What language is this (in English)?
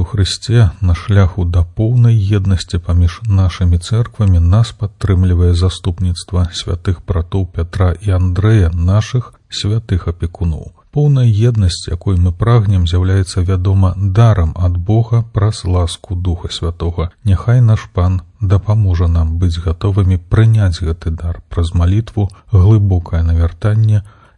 Belarusian